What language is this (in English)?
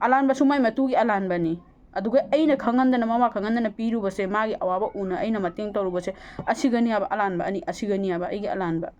Manipuri